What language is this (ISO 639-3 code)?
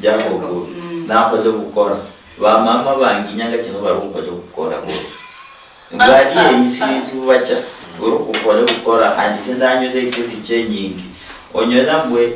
luy